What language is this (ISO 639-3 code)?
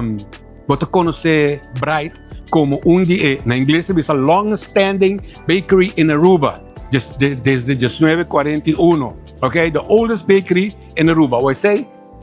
pap